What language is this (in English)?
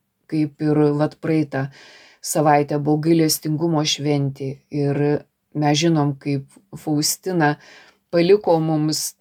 Lithuanian